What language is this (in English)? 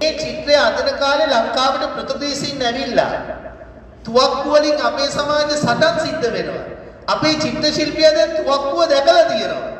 Sinhala